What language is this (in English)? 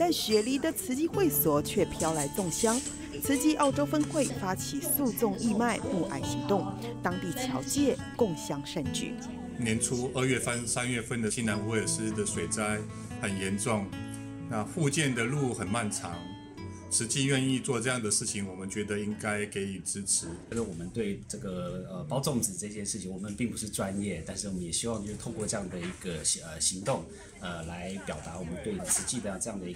Chinese